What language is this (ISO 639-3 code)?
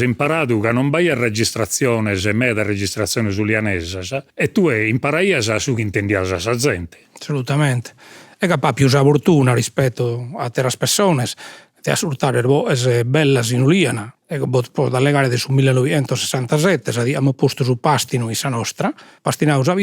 srd